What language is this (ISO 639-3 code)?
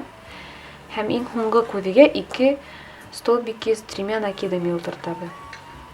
bak